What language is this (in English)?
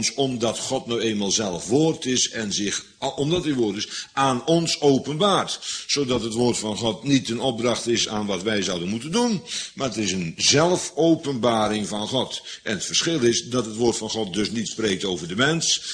Dutch